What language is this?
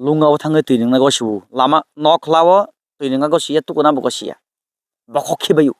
Kok Borok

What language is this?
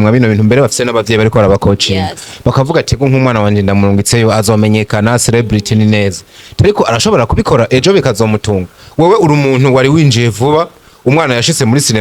Rundi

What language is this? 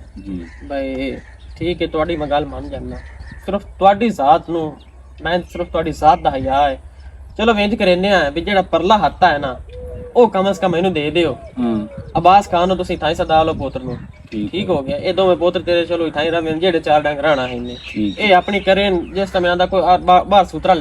Western Panjabi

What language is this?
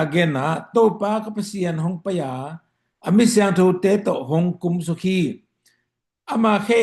Tedim Chin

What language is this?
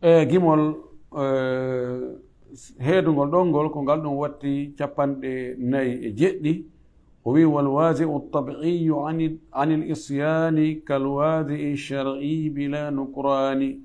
Fula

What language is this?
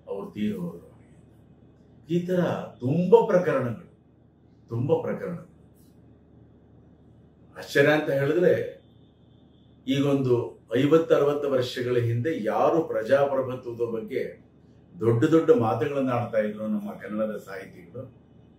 Kannada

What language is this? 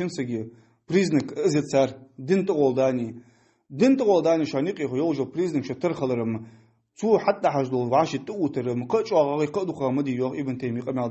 Ingush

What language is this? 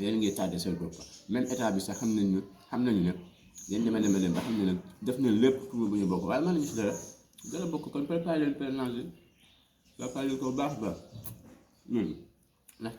Wolof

